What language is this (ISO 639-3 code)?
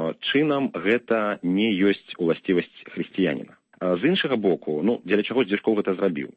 bel